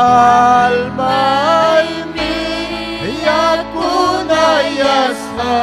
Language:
Ayacucho Quechua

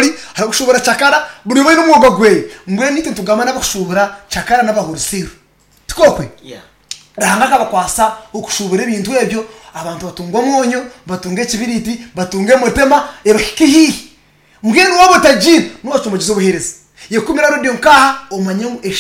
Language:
Nyankole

